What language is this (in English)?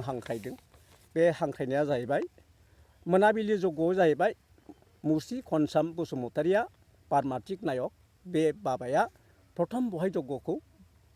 Bodo